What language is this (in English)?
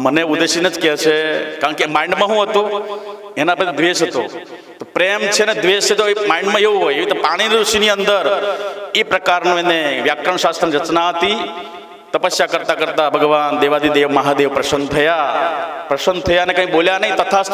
Gujarati